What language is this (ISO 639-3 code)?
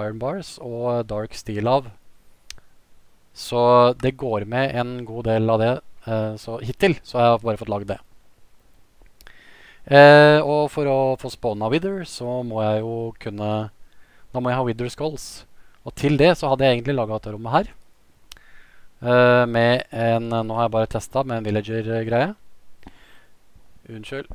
nor